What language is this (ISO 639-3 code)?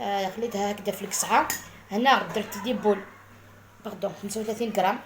arq